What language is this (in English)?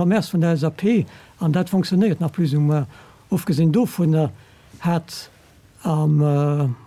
Luxembourgish